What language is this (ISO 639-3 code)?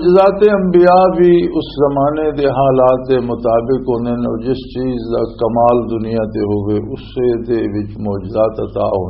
lah